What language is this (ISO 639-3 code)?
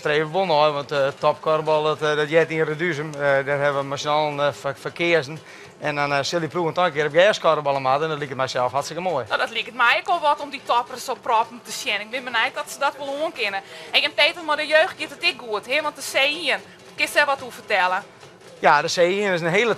fry